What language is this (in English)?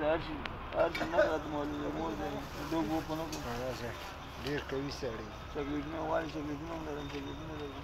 Pashto